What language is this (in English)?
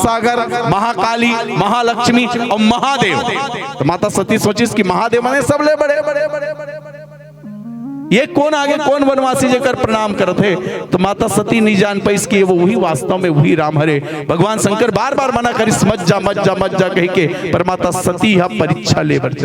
Chhattisgarhi